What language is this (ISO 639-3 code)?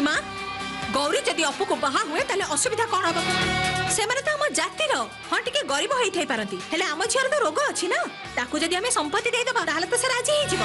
ori